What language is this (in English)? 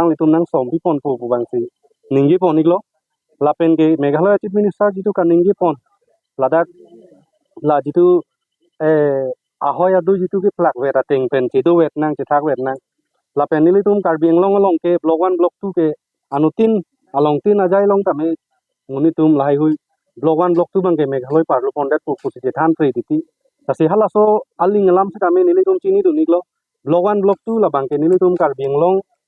Karbi